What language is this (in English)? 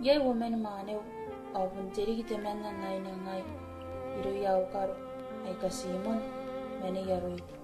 Gilbertese